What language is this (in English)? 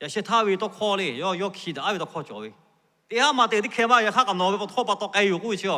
Lahu